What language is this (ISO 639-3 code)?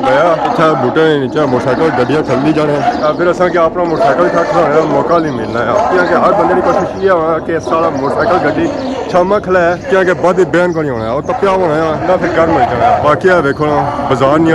phr